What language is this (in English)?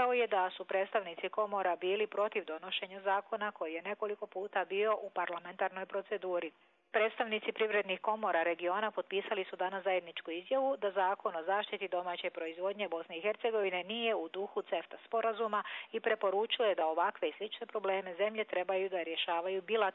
Croatian